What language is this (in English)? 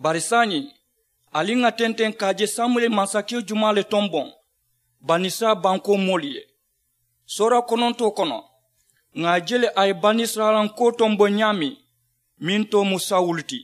Mandingo